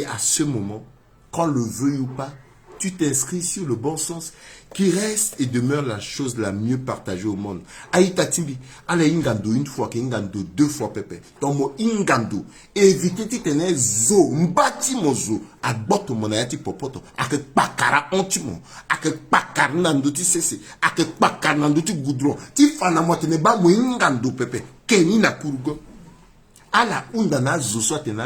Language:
Sango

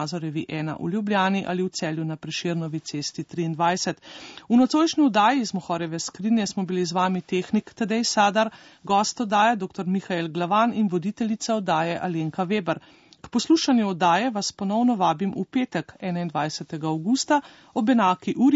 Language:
Slovenian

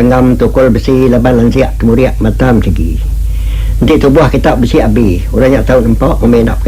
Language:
Iban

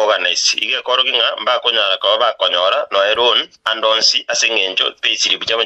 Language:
Gusii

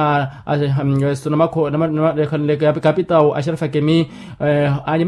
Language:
Makhuwa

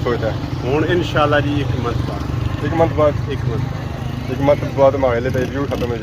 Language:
Pahari-Potwari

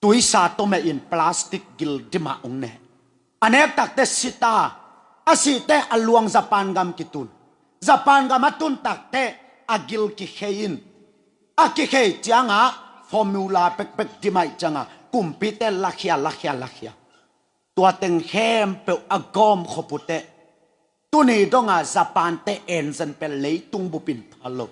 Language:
Tedim Chin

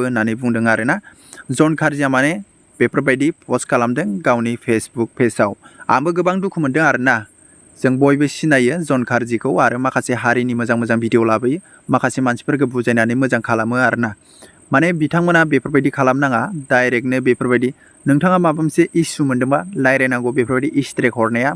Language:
Bodo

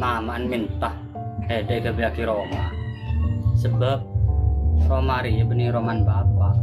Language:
Madurese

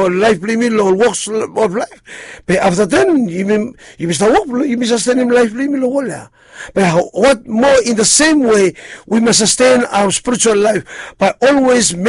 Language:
Bislama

